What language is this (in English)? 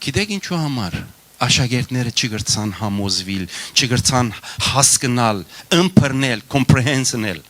Western Armenian